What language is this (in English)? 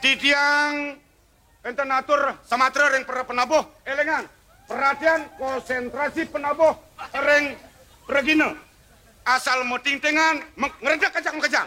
Balinese